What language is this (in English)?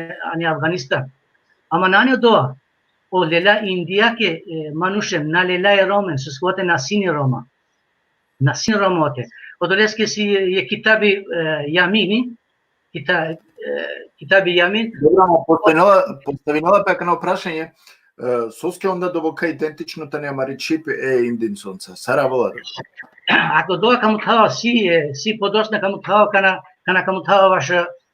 Balkan Romani